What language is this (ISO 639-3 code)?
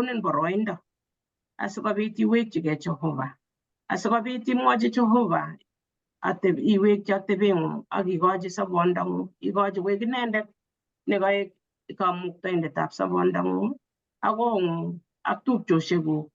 kln